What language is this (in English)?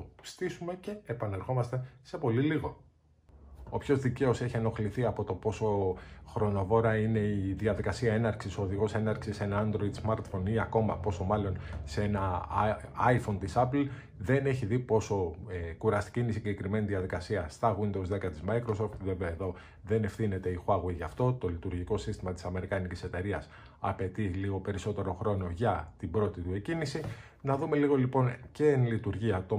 Greek